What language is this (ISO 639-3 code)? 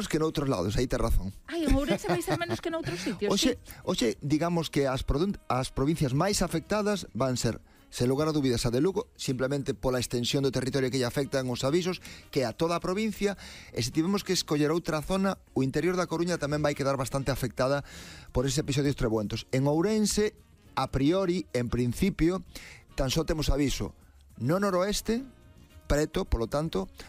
glg